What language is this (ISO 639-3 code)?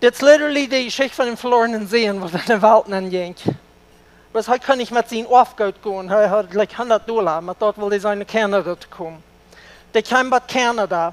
pdt